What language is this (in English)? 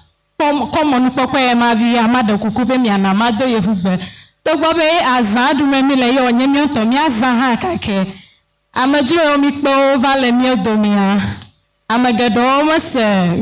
Ewe